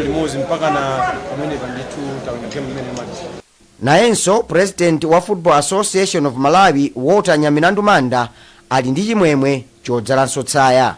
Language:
Nyanja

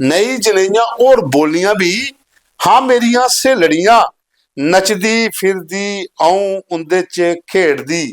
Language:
Dogri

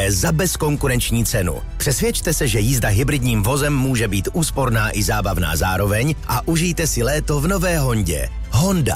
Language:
Czech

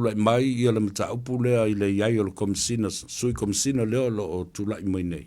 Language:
Samoan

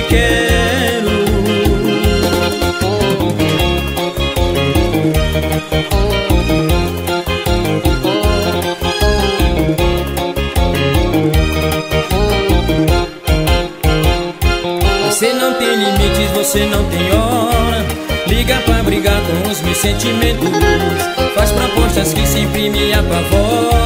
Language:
Portuguese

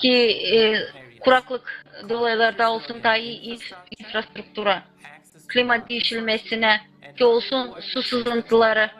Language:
Gagauz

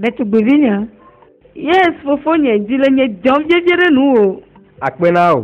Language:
Ewe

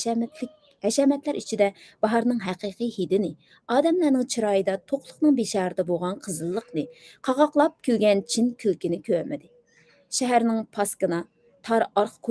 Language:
Uyghur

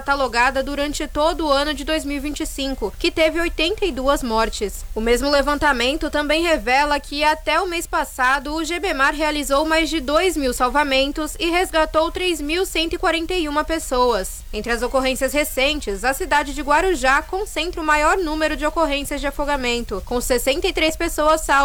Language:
Portuguese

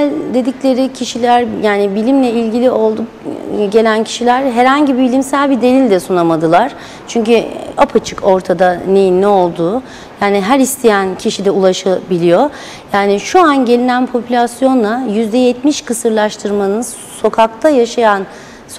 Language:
Turkish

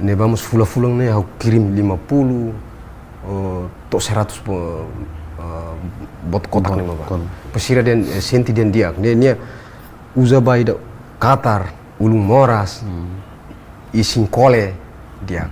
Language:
Tetum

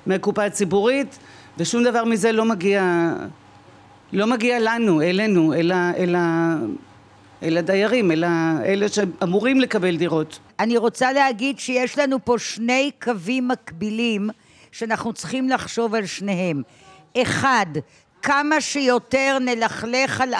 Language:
Hebrew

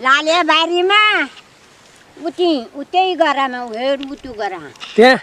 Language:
Nepali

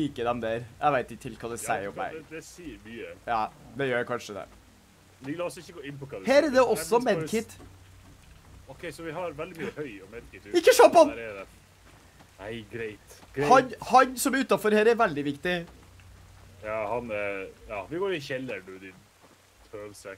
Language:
Norwegian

